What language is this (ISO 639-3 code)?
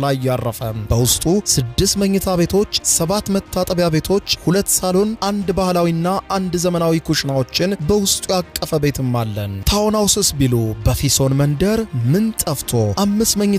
amh